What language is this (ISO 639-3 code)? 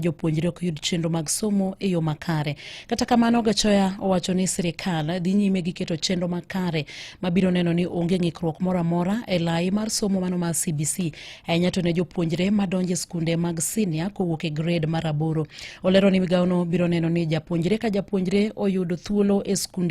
luo